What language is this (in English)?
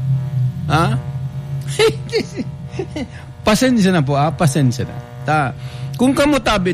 Bikol